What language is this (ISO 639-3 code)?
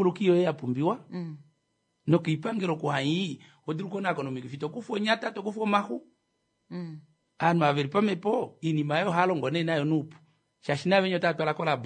kua